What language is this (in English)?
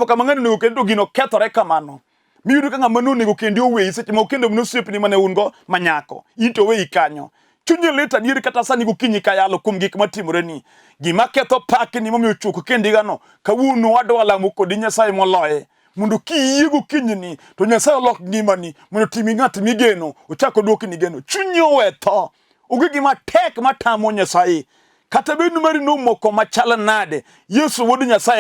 Luo (Kenya and Tanzania)